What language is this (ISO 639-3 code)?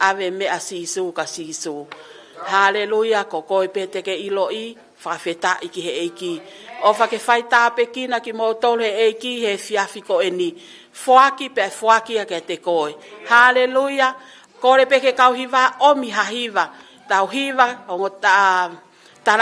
ton